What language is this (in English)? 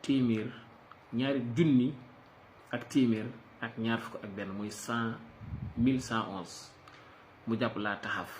Wolof